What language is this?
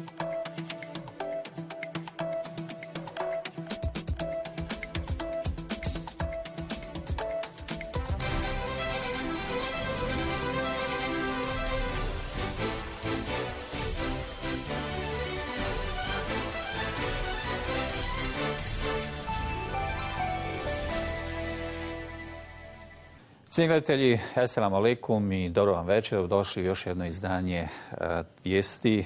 Bosnian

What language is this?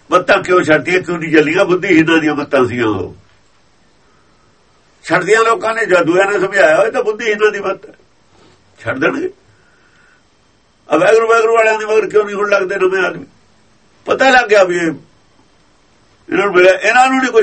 Punjabi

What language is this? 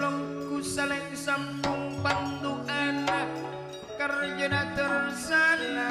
Madurese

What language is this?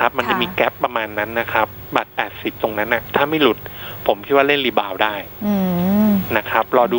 Thai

